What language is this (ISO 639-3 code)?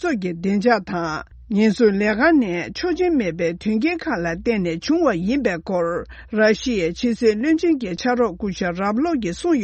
bod